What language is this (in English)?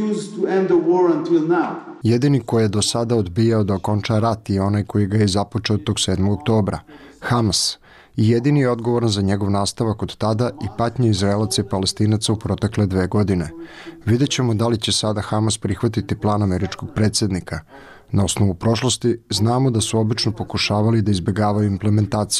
Bosnian